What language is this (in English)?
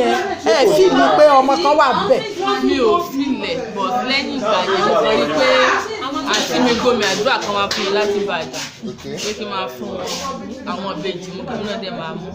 Yoruba